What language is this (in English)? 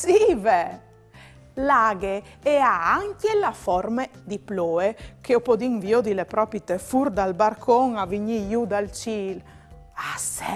Friulian